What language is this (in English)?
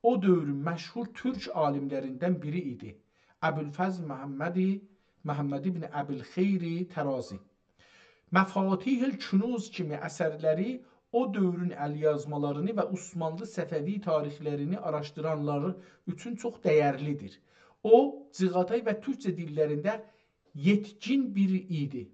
South Azerbaijani